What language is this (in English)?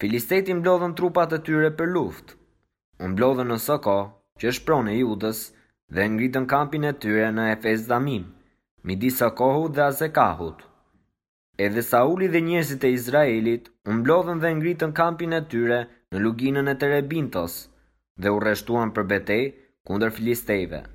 Albanian